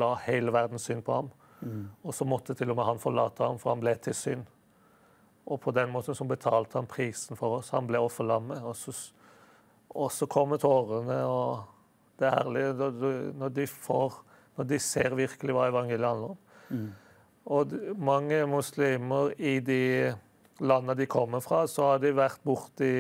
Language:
Norwegian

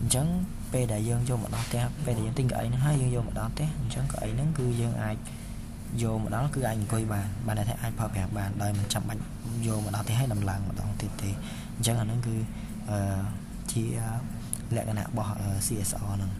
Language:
Khmer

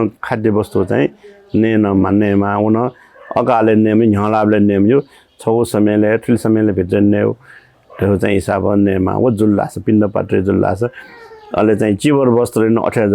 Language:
Newari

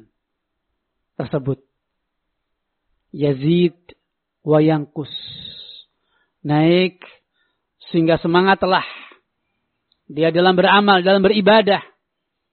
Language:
Indonesian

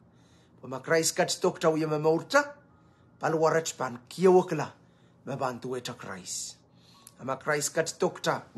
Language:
Pohnpeian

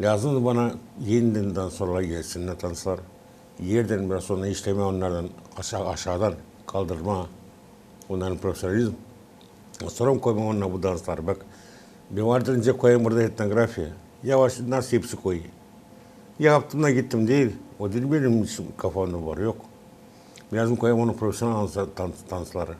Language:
Gagauz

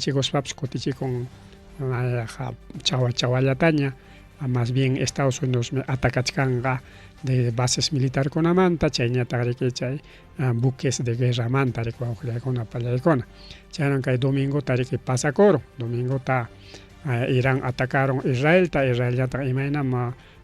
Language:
Ayacucho Quechua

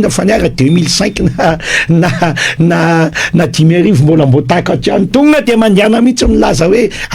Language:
Malagasy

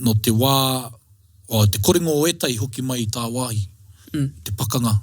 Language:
Māori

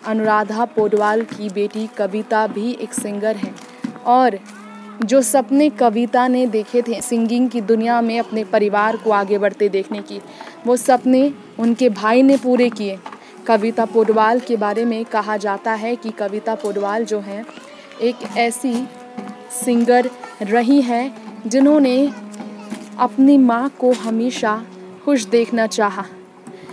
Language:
Hindi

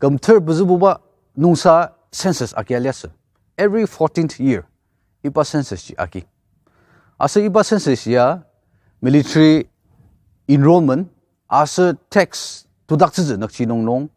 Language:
Ao Naga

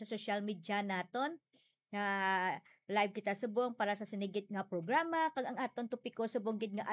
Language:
Hiligaynon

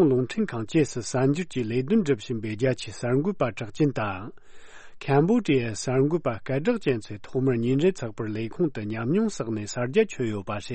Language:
Tibetan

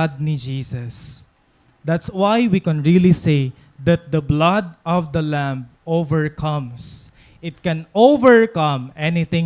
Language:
Waray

